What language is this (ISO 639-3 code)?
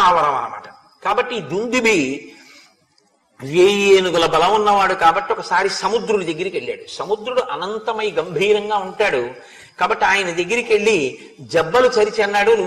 tel